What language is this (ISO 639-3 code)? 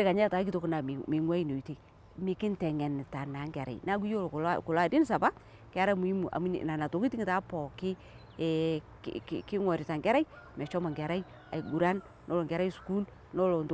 mas